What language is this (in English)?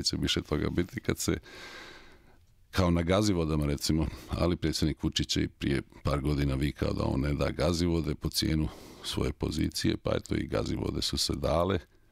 Serbian